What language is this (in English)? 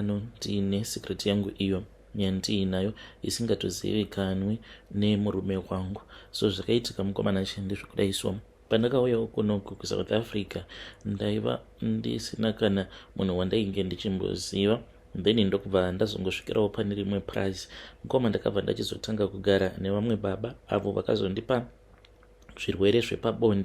Shona